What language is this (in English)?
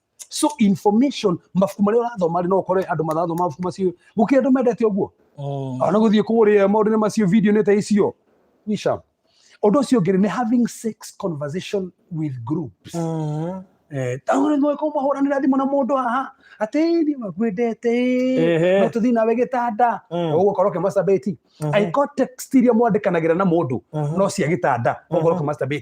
Kikuyu